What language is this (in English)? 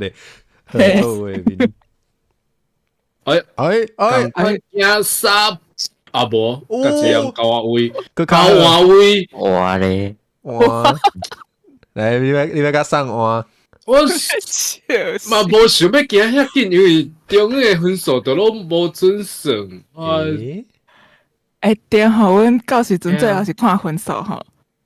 Min Nan Chinese